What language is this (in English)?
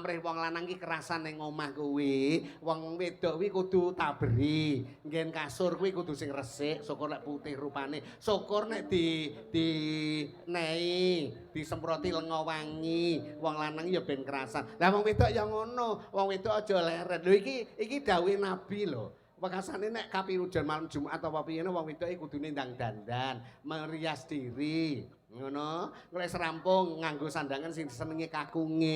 Javanese